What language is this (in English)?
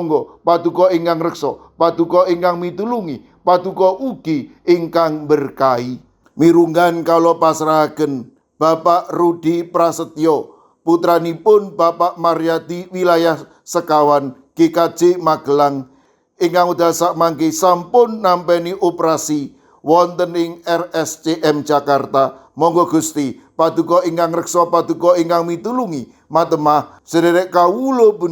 Javanese